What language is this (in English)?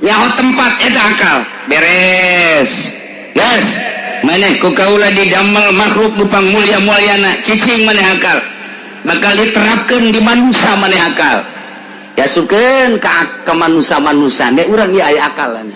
Sundanese